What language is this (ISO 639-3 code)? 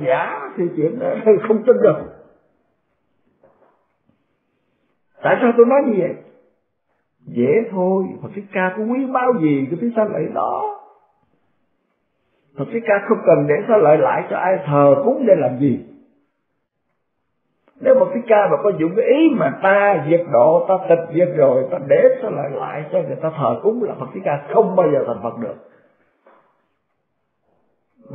vie